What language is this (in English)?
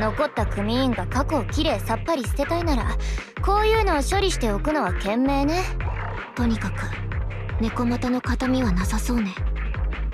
Japanese